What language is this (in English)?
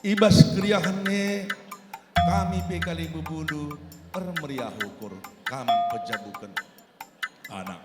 Batak Karo